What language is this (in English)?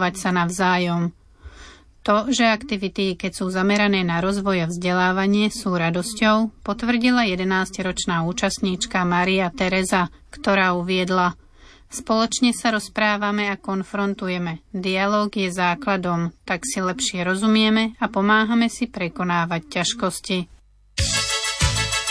Slovak